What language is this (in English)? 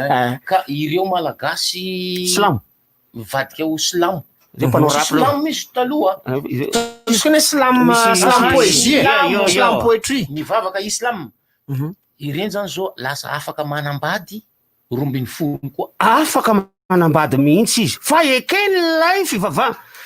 Malagasy